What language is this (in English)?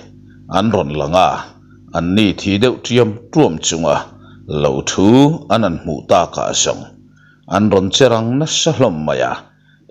Mizo